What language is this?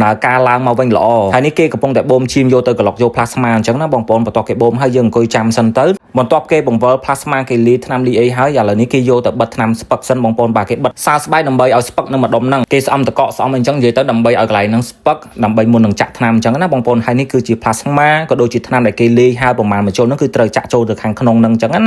Khmer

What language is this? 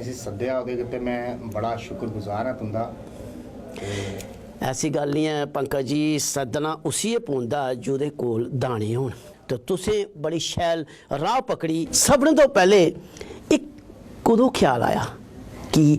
Dogri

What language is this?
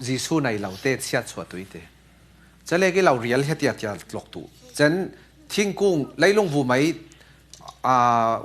Falam Chin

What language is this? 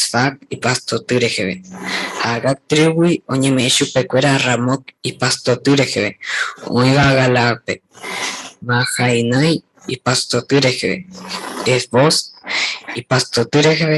Guarani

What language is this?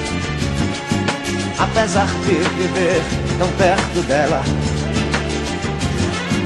Portuguese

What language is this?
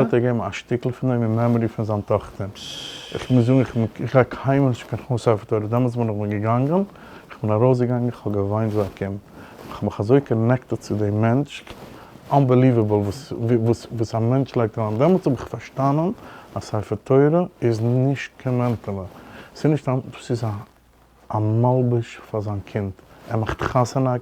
Yiddish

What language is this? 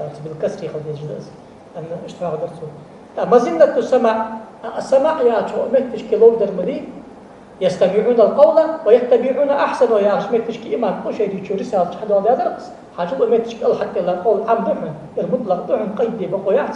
Ingush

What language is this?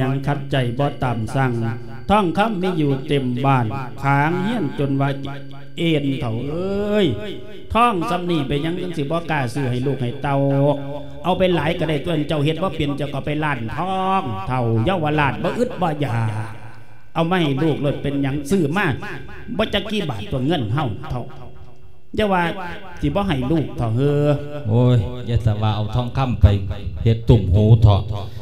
Lao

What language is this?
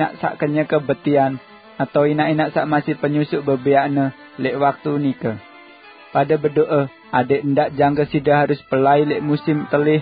Sasak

